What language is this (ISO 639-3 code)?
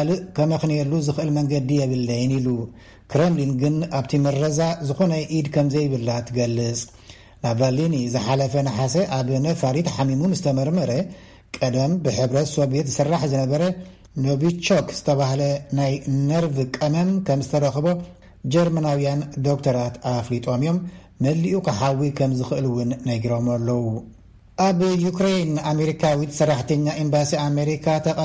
tir